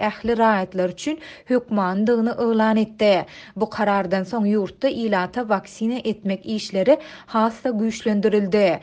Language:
Turkmen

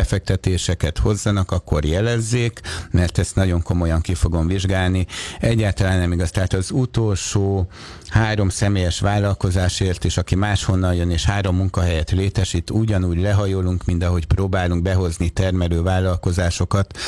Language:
Hungarian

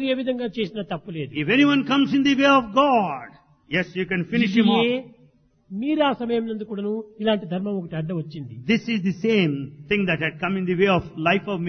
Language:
Telugu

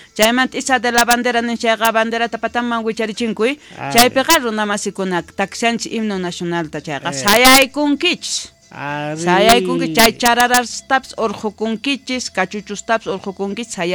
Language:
South Bolivian Quechua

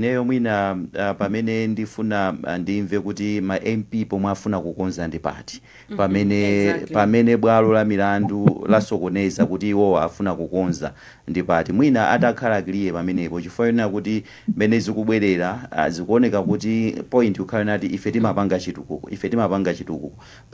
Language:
Nyanja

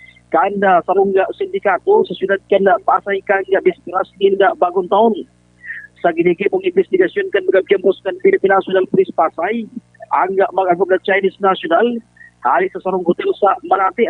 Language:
Bikol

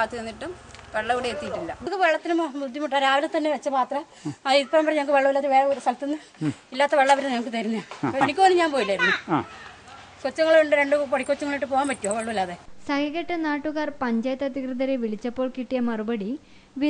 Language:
Malayalam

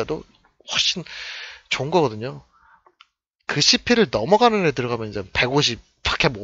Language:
Korean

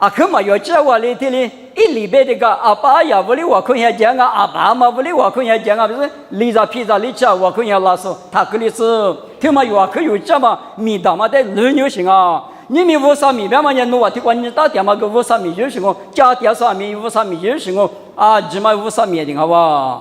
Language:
Lisu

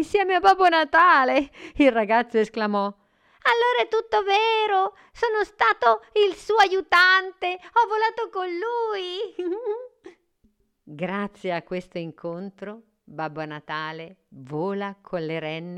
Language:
Italian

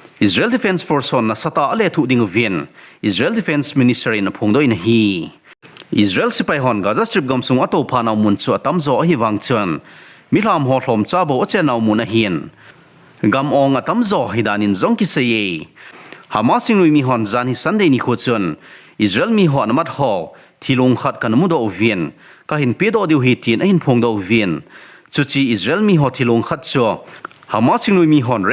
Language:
Thado Chin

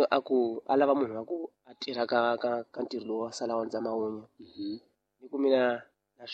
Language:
Tsonga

